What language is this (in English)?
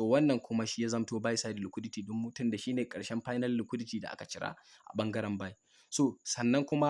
Hausa